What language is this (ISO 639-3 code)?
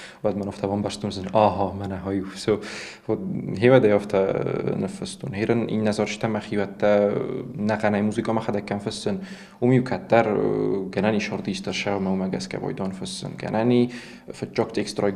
oss